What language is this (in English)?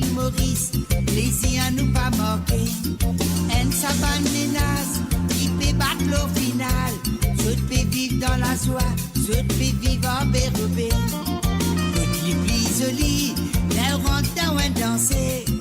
Morisyen